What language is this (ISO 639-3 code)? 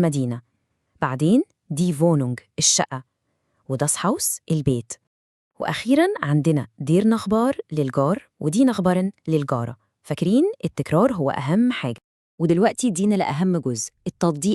arz